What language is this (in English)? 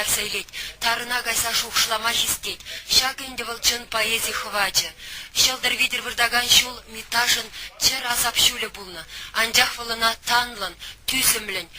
Chuvash